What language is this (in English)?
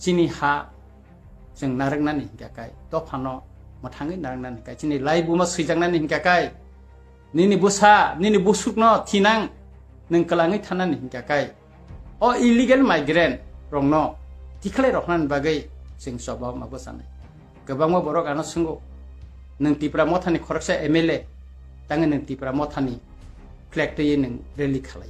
Kok Borok